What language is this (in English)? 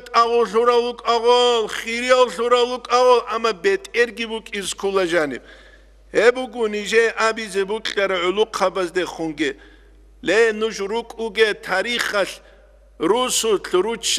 Avaric